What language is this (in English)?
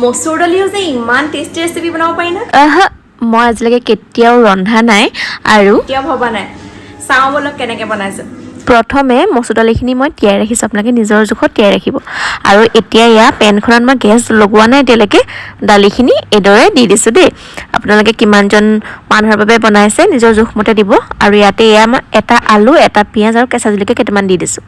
Assamese